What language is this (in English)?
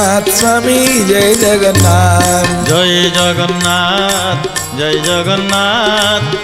Odia